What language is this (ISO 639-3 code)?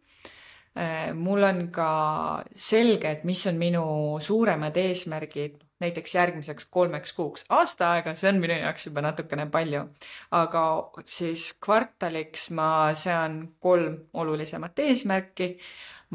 est